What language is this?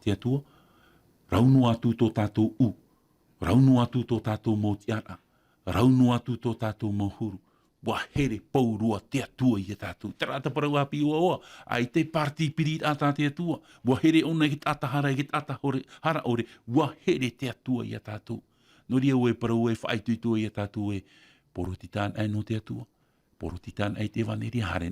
Tahitian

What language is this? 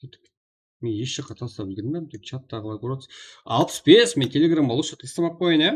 Kara-Kalpak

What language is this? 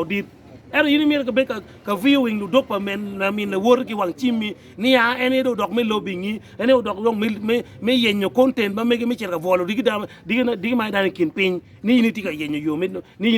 Acoli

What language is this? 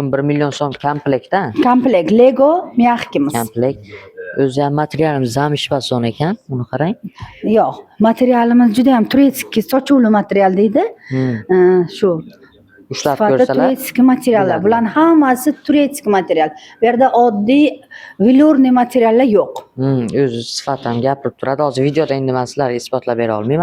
Uzbek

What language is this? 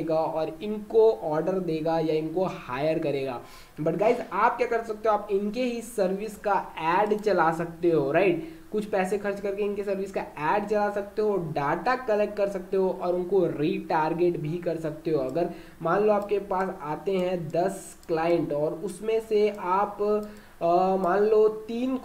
Hindi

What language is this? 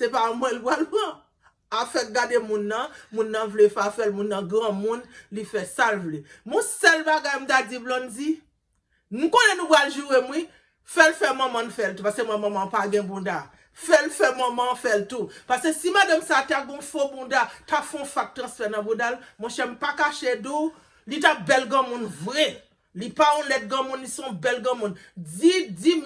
Haitian Creole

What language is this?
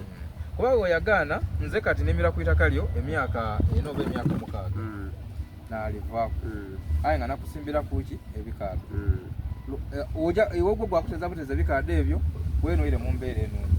Soga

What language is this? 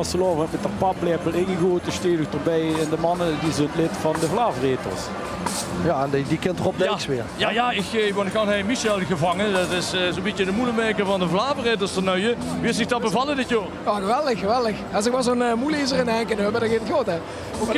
Limburgish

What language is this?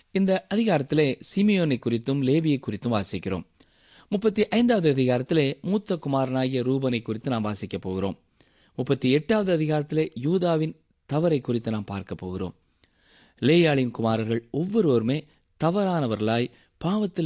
Tamil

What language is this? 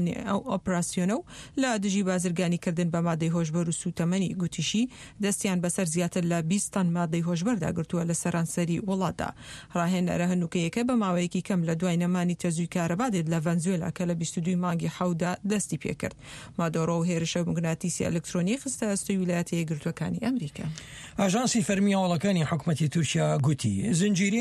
Central Kurdish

